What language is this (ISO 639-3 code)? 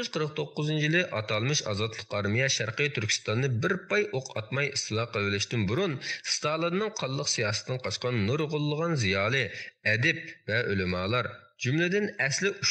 uig